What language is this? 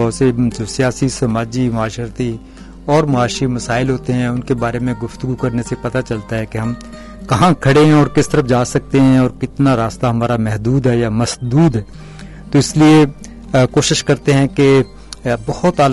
Urdu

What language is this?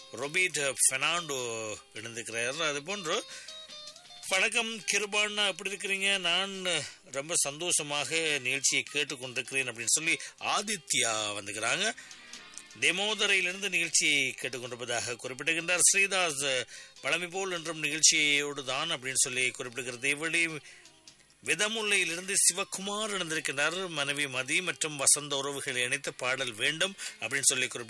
Tamil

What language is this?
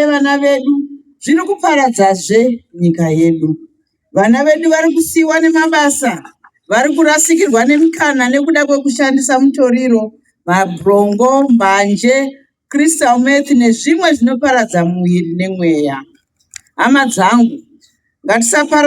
Shona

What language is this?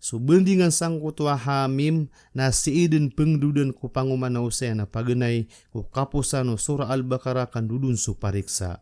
Maranao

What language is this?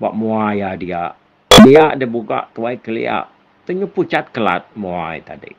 Iban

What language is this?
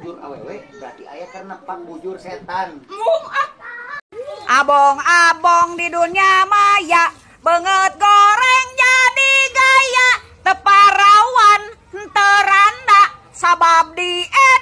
Sundanese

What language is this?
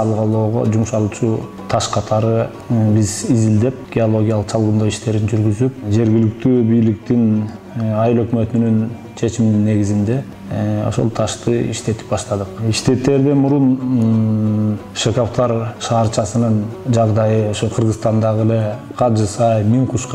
Kyrgyz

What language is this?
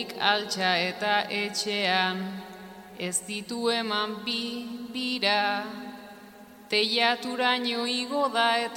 Basque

